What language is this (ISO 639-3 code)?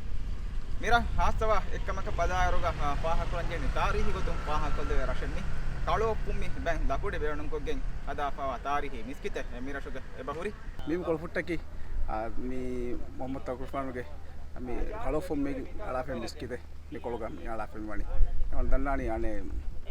div